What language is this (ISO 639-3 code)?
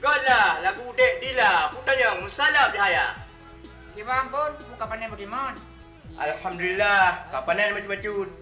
ace